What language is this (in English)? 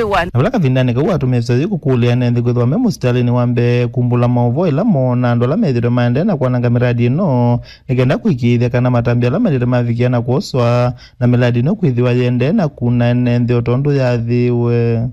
Kamba